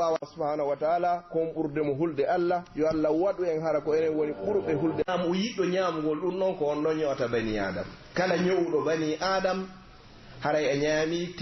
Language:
Pular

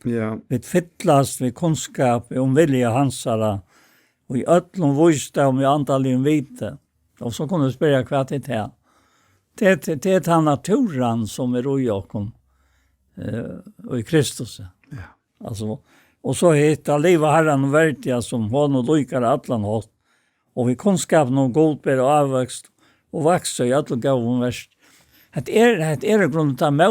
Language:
Faroese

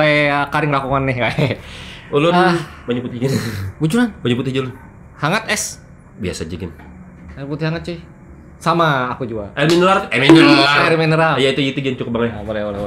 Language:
Banjar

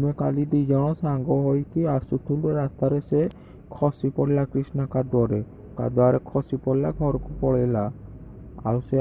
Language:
Odia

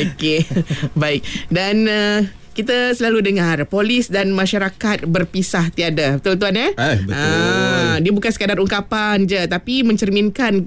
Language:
Malay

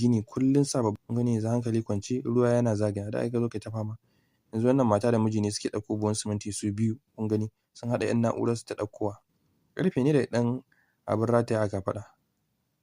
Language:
Hausa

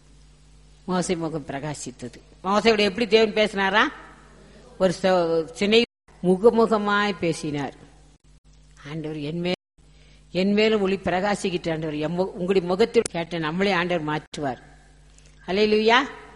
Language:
Tamil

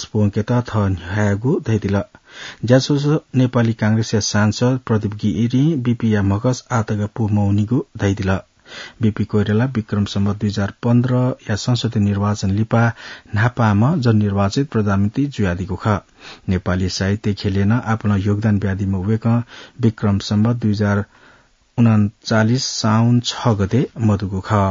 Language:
Newari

